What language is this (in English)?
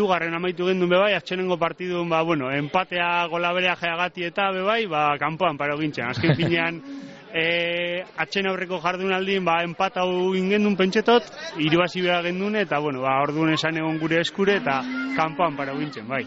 Basque